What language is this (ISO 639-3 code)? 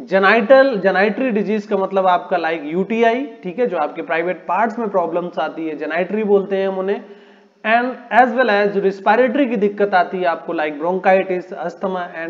hin